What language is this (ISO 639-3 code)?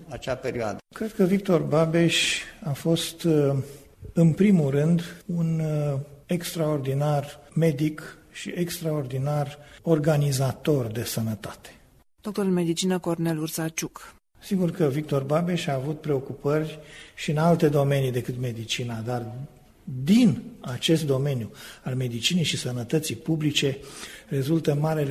ron